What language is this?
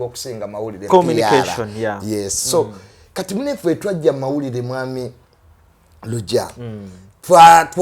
Ganda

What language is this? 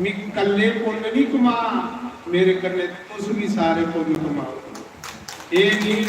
Dogri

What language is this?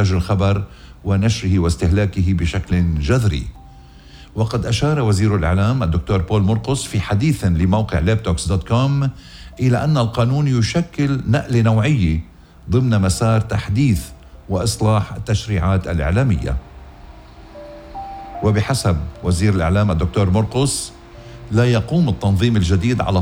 North Levantine Arabic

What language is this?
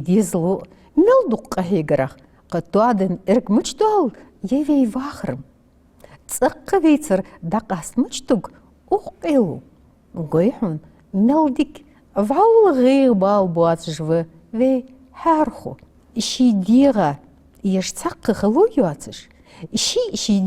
Ingush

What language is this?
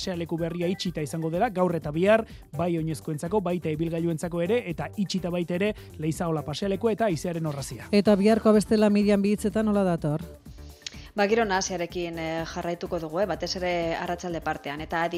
Basque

